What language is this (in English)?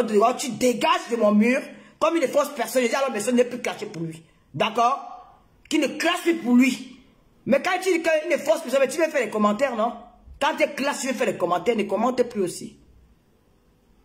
French